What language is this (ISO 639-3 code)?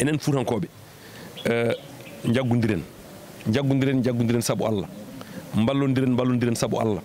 ful